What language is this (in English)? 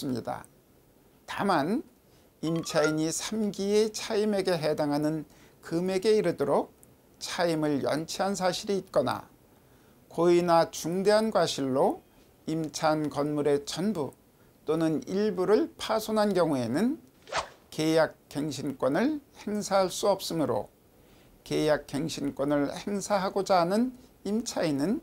Korean